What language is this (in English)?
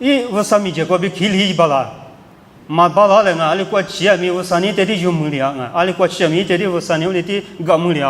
Lisu